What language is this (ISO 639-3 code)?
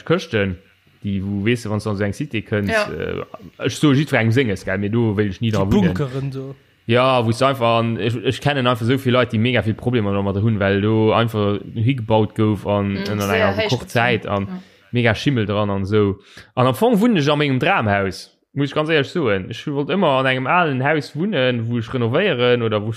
ltz